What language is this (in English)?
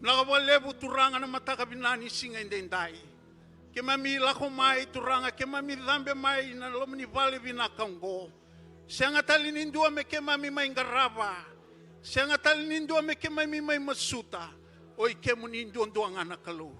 Fijian